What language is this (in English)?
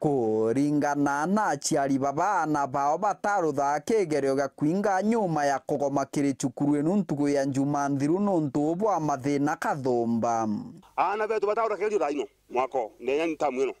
Meru